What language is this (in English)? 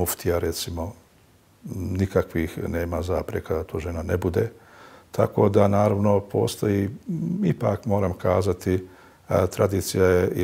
Bosnian